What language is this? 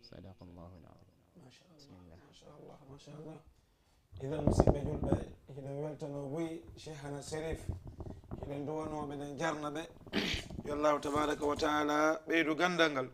Fula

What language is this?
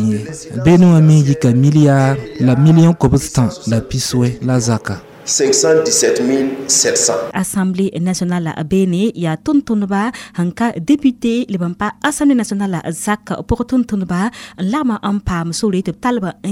Mossi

